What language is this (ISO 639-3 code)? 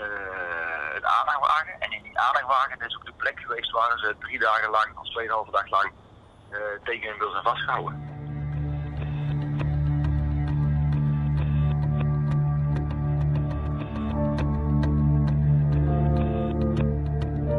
nld